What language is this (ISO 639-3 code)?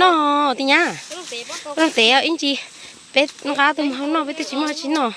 hmn